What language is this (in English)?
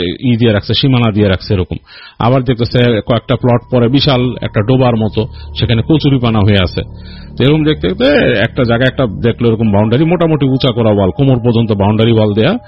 Bangla